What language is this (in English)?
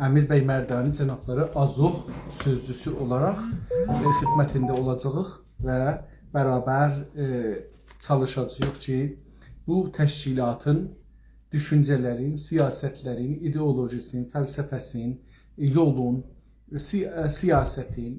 South Azerbaijani